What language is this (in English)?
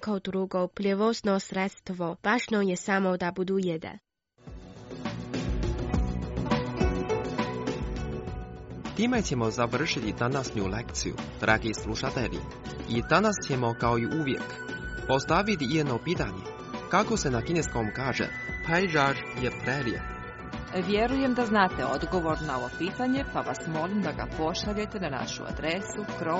Croatian